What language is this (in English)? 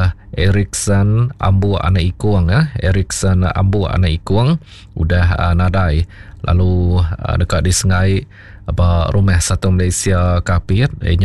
Iban